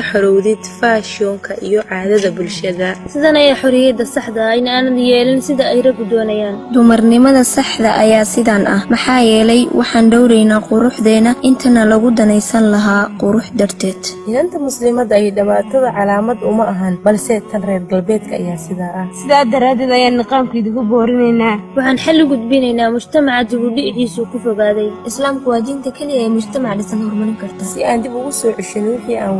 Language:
Somali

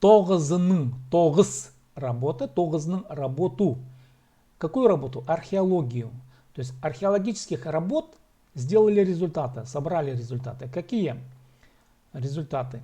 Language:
Khakas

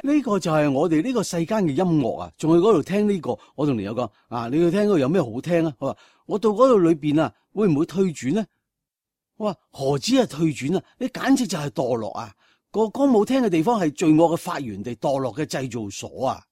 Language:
Cantonese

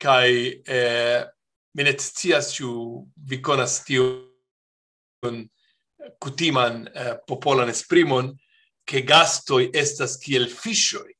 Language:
Esperanto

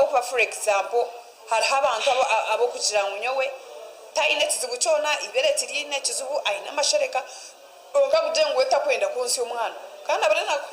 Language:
Nyankole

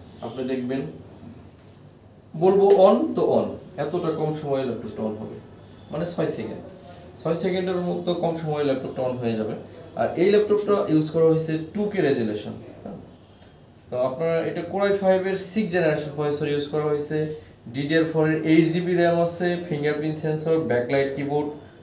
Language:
Bangla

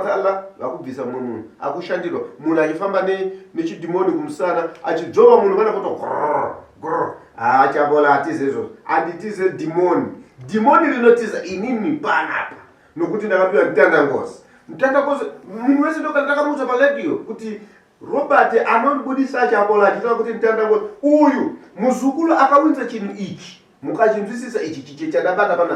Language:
Shona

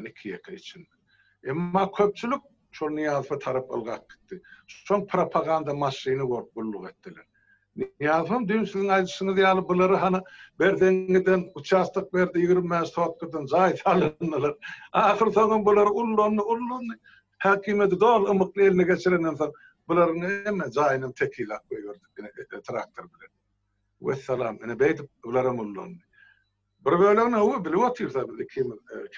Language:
Turkmen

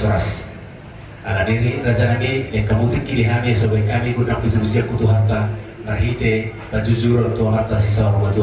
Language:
Batak Toba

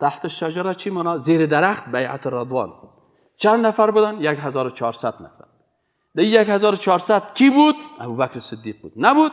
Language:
Persian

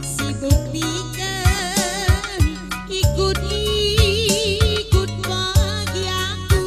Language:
Batak Karo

